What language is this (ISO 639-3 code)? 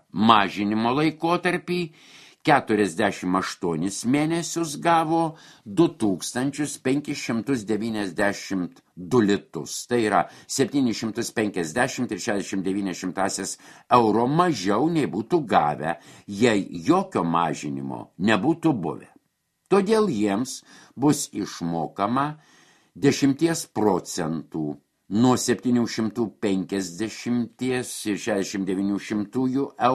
lit